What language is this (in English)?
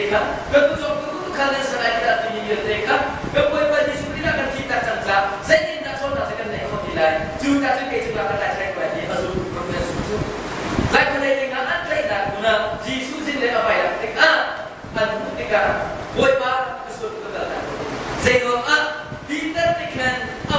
Hakha Chin